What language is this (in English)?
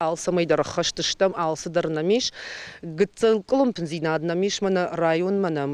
Ossetic